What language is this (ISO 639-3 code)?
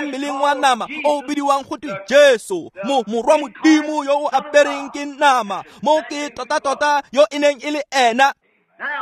tsn